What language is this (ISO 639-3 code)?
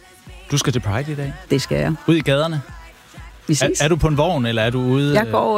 dan